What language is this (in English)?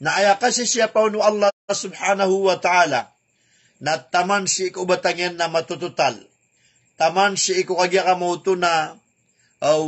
Maranao